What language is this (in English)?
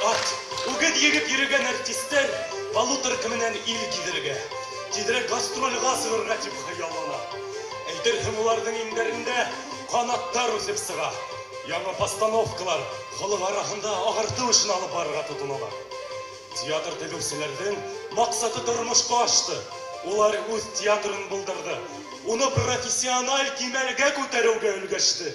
Bashkir